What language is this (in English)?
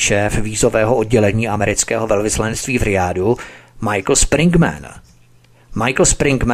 Czech